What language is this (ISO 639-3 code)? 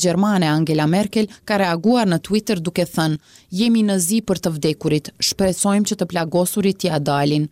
sqi